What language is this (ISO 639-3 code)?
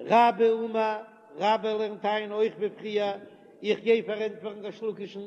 yid